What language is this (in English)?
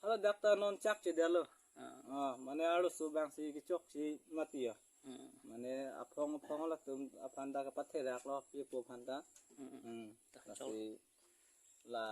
Karbi